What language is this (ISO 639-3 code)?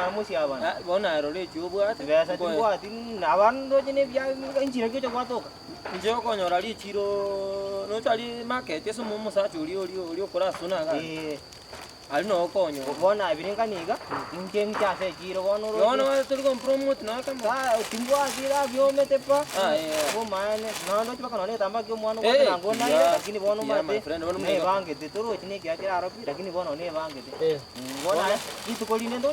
guz